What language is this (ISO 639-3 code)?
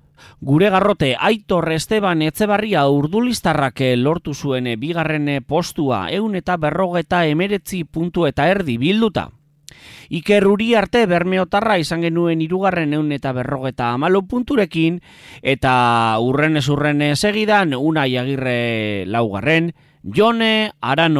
eus